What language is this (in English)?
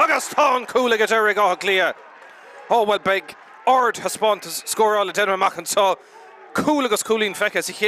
Irish